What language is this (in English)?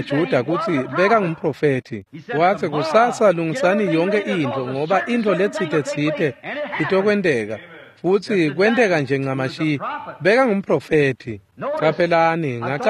Swati